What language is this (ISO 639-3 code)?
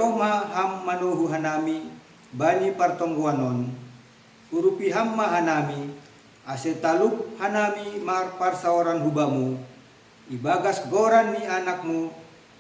bts